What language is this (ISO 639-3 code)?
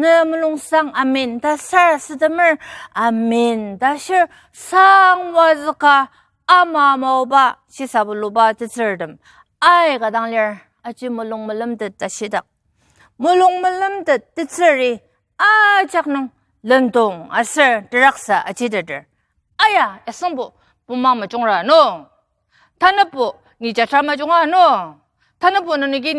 njo